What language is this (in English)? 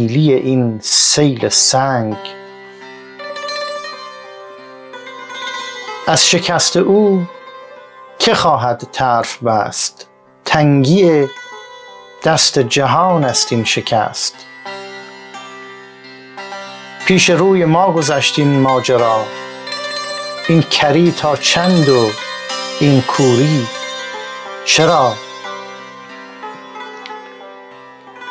Persian